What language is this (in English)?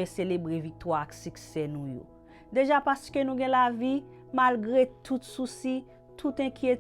Haitian Creole